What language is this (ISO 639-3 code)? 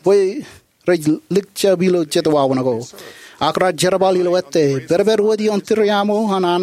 mah